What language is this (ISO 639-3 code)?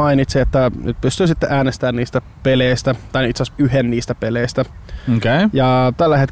fin